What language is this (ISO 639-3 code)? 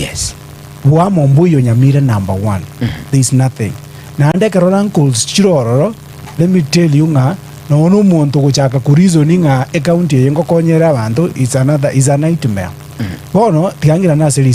guz